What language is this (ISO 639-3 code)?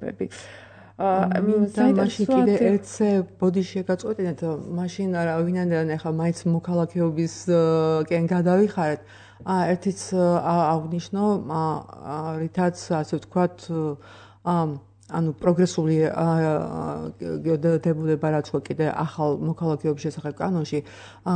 kat